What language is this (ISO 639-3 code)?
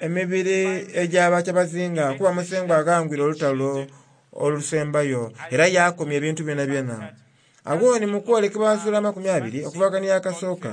xog